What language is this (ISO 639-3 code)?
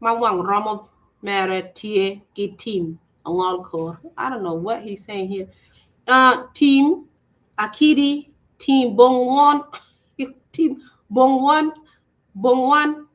ach